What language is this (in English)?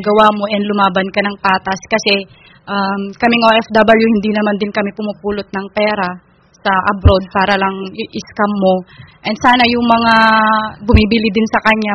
Filipino